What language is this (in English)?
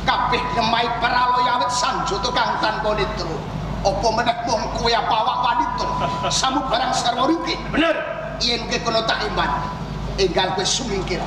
Javanese